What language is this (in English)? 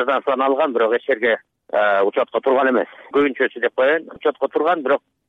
Kyrgyz